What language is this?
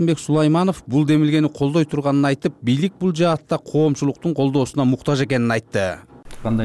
Kyrgyz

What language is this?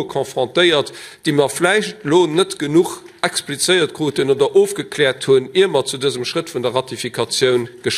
Luxembourgish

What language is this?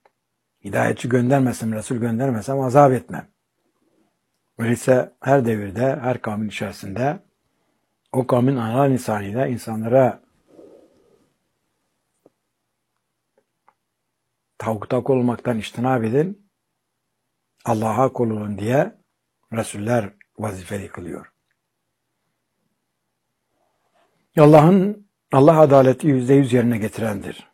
Turkish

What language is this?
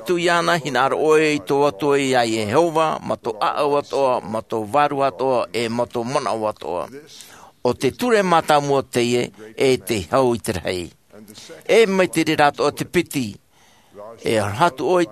Tahitian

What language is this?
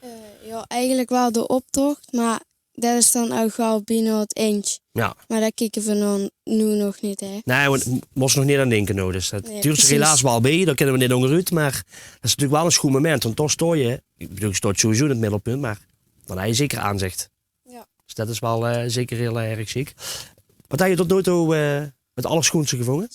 Limburgish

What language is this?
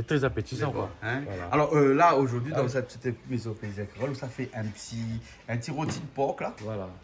Réunion Creole French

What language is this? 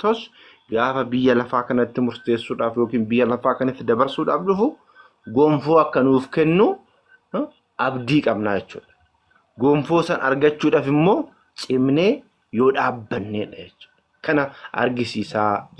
Oromo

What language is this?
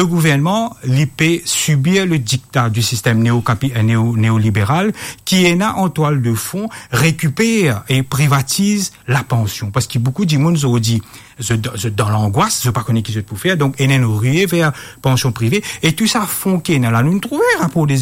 Morisyen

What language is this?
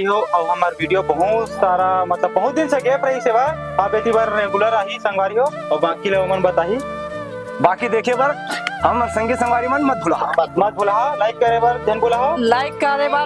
Chhattisgarhi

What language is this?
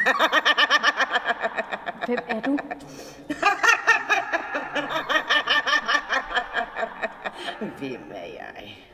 Danish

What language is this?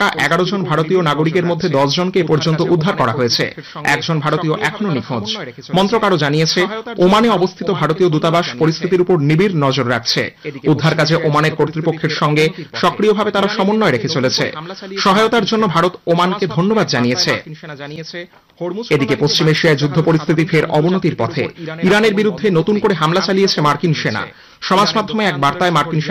Bangla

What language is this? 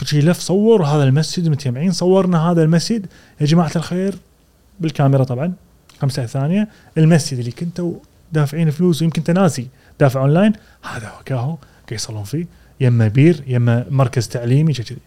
Gulf Arabic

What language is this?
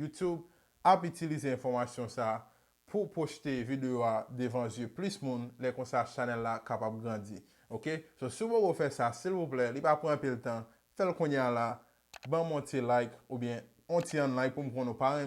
Haitian Creole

